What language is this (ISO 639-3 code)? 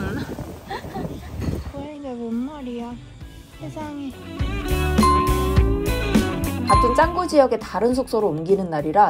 kor